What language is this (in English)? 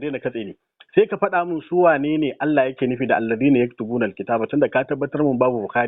Hausa